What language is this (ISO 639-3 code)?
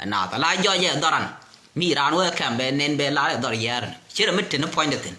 nus